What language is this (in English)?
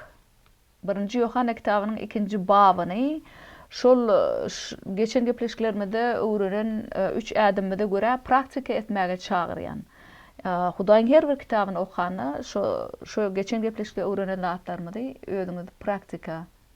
Turkmen